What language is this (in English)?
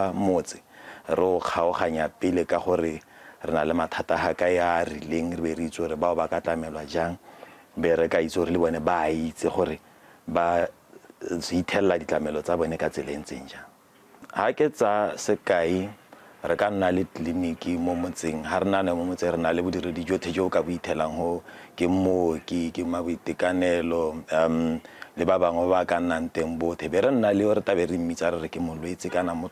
Tswana